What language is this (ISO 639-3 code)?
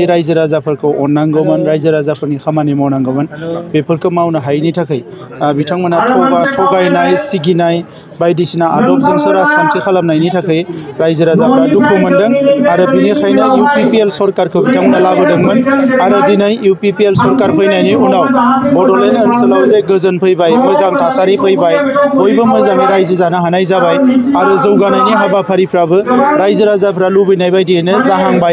brx